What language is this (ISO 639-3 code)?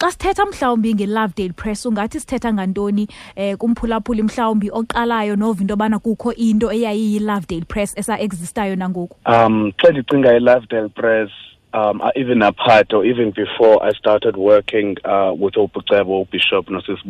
xho